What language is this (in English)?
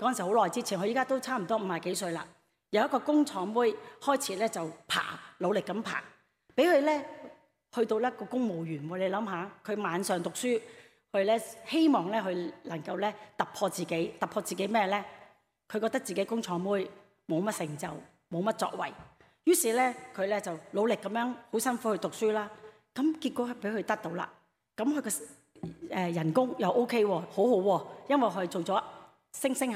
Cantonese